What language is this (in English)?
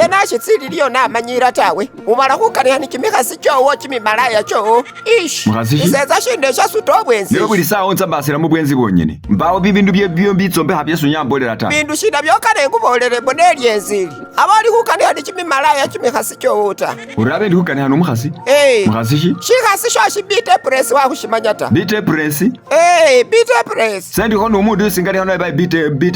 Masaaba